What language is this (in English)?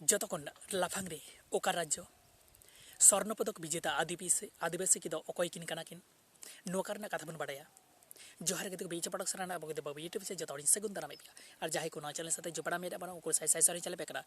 Santali